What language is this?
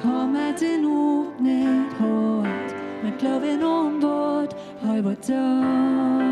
Plautdietsch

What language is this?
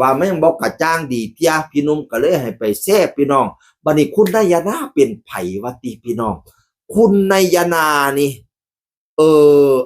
Northeastern Thai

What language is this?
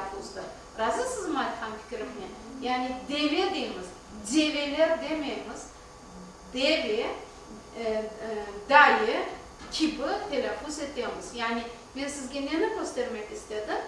Crimean Tatar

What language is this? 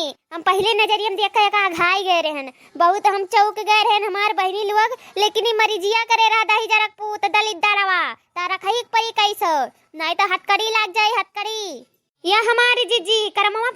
Awadhi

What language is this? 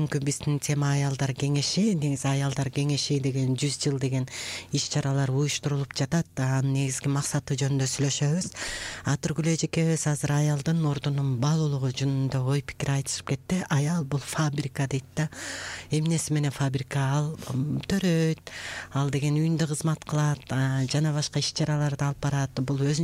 Kyrgyz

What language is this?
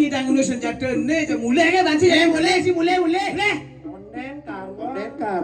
Balinese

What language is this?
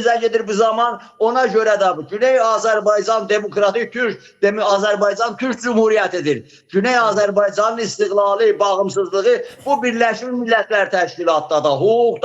Azerbaijani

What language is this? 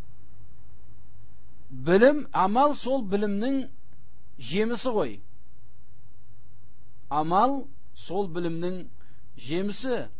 Kazakh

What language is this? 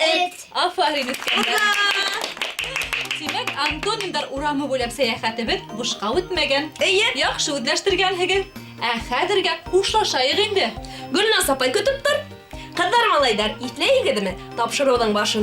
Bashkir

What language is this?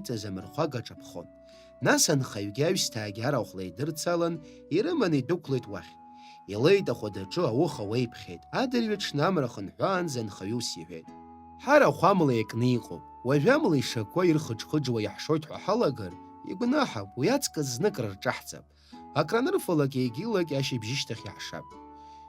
Abkhazian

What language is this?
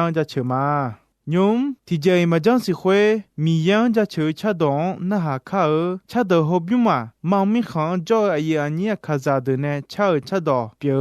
Akha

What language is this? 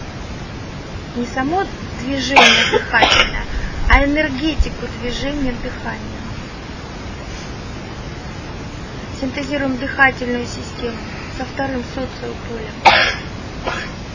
Russian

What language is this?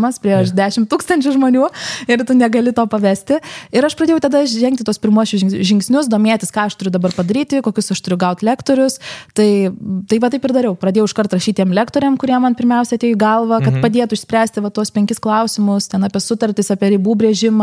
Lithuanian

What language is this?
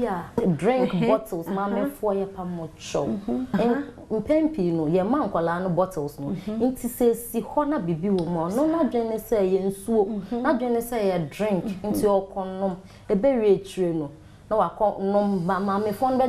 Akan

